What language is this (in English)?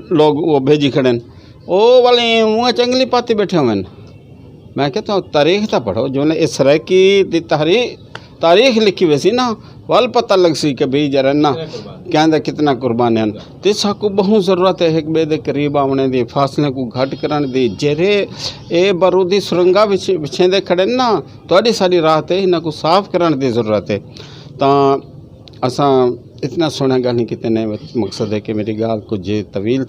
Saraiki